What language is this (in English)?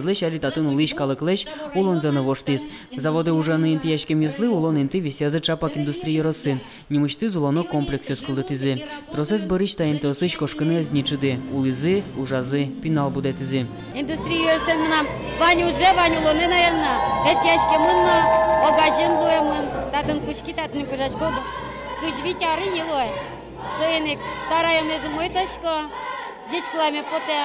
Udmurt